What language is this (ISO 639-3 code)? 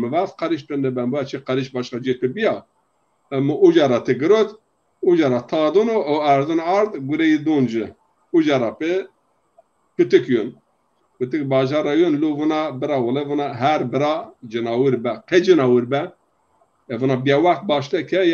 zza